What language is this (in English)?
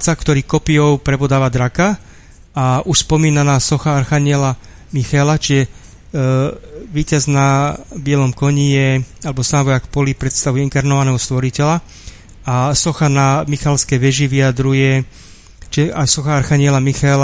Slovak